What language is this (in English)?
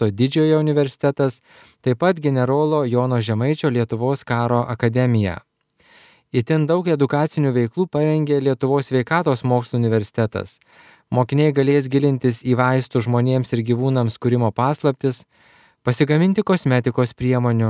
Lithuanian